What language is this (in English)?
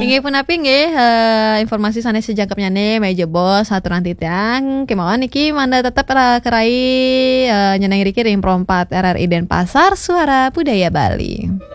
Balinese